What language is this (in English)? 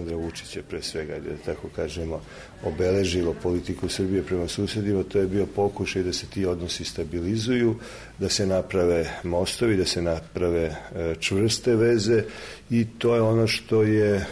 Serbian